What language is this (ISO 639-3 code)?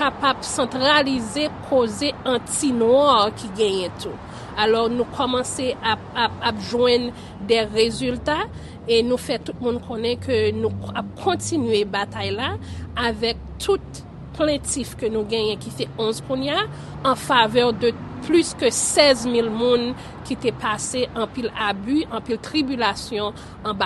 hat